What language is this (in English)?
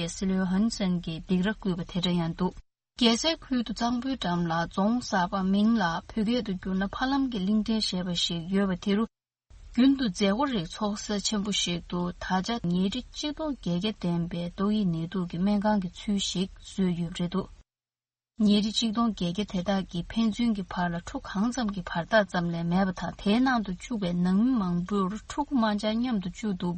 Tibetan